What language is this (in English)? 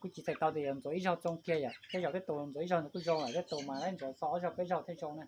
Hmong